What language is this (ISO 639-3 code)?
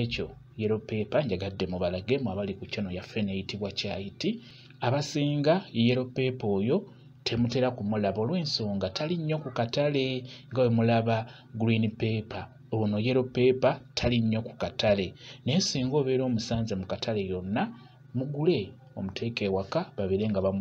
lug